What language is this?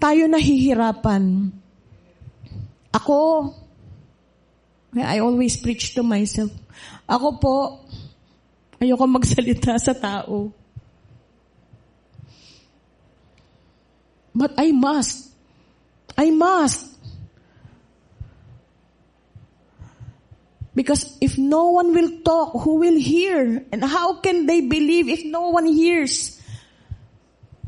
Filipino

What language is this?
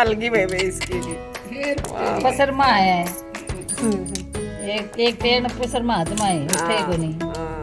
Haryanvi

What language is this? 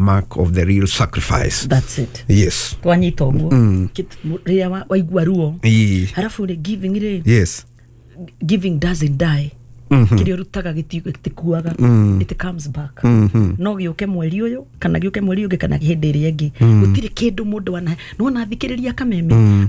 Kikuyu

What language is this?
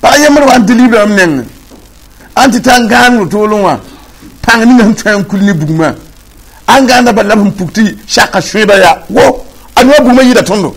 Mossi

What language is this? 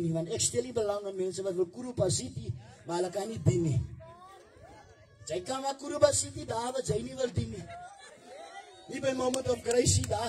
Afrikaans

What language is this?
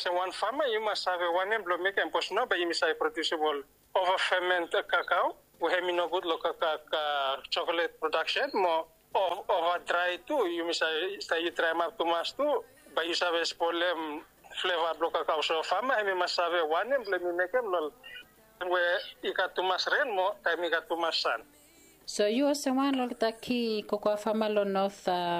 Bislama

